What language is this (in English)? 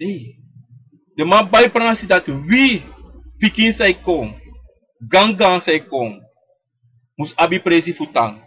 Sranan Tongo